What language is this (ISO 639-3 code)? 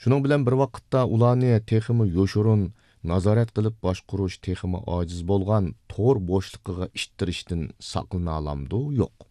uig